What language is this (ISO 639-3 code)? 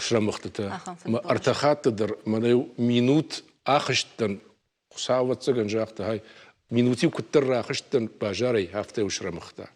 oss